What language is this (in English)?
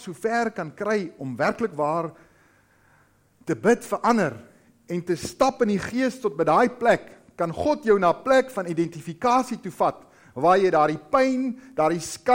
Afrikaans